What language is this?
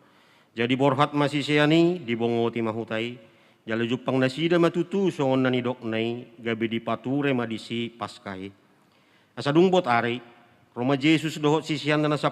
Batak Toba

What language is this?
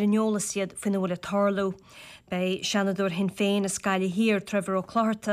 Irish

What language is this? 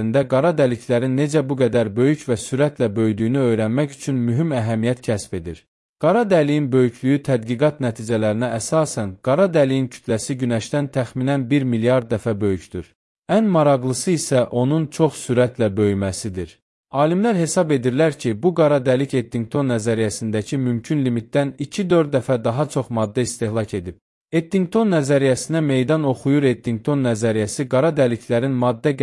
Azerbaijani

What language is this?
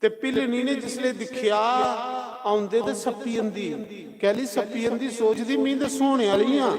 Dogri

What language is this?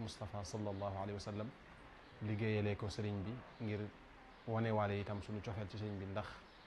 Wolof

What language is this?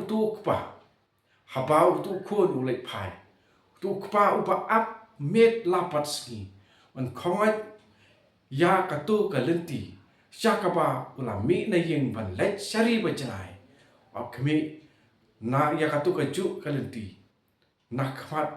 Khasi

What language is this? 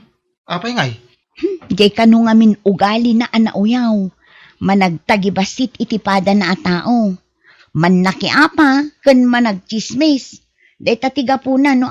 Iloko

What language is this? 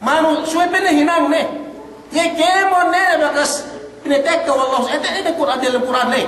Yakan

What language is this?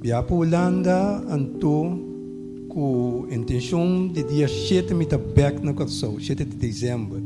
Papiamento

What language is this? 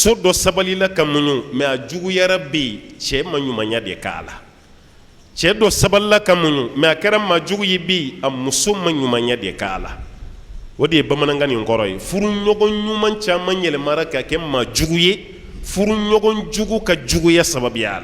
Bambara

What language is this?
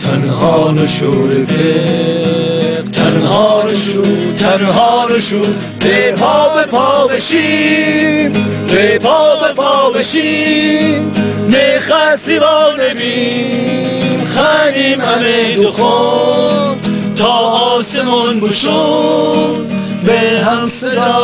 Gilaki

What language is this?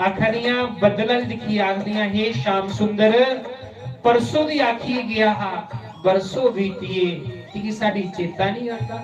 Dogri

